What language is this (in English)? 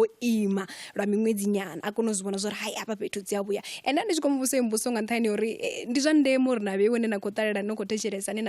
Venda